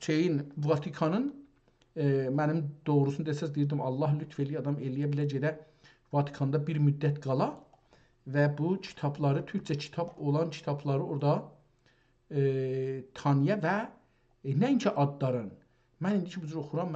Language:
South Azerbaijani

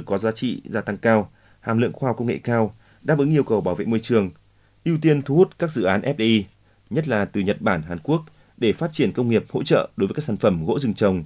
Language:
Vietnamese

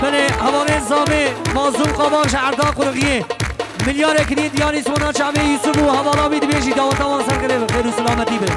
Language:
Kurdish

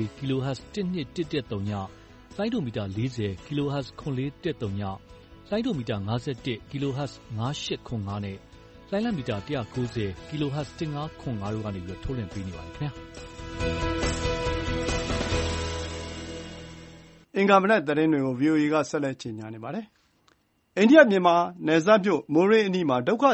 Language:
Burmese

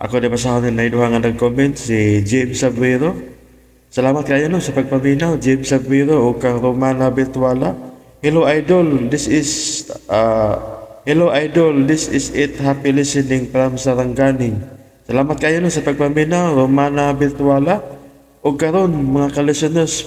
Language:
Cebuano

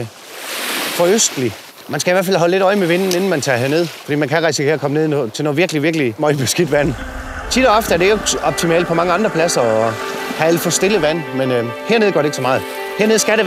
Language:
Danish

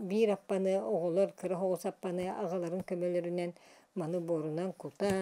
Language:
Yakut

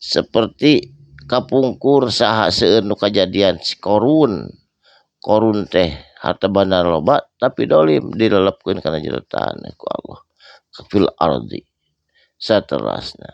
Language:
Sundanese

